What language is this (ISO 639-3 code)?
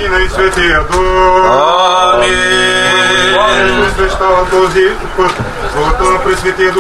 bul